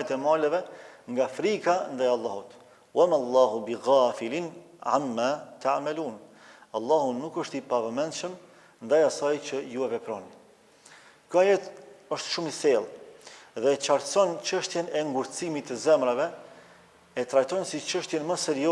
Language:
Albanian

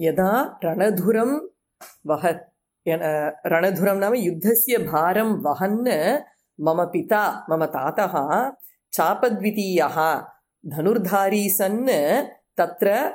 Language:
Sanskrit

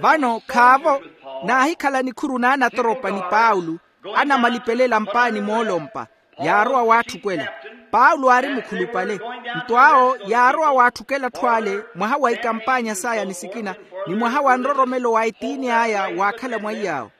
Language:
Makhuwa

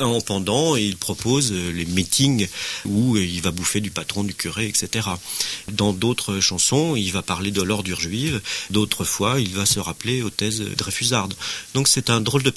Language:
French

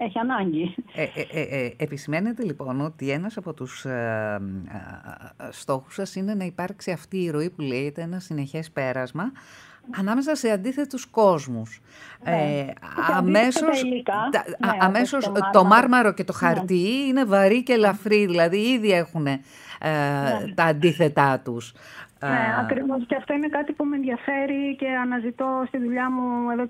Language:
Greek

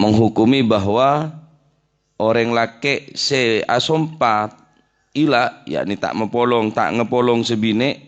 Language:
Madurese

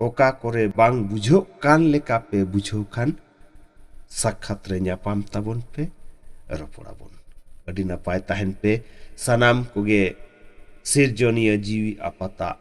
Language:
Santali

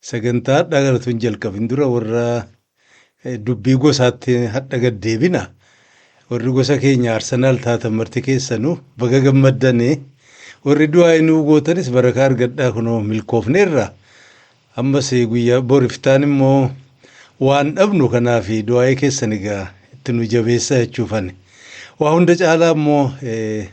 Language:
Oromo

